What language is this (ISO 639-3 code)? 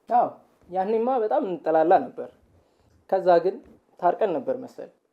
amh